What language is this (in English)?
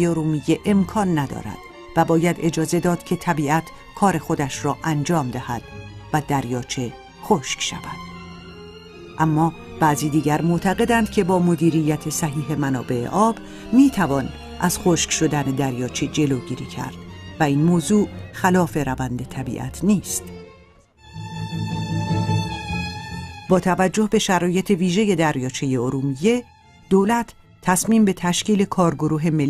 Persian